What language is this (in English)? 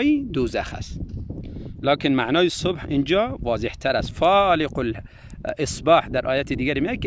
Tajik